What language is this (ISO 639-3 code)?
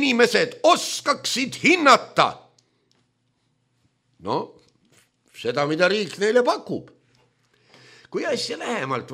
est